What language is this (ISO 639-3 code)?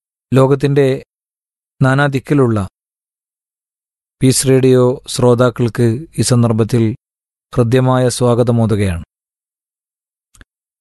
mal